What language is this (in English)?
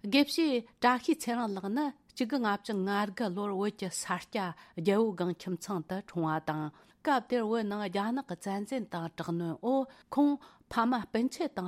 Tibetan